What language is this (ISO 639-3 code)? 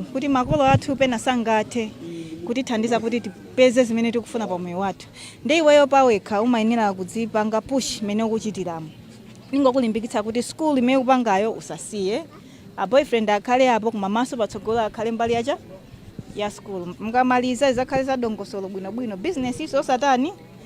nya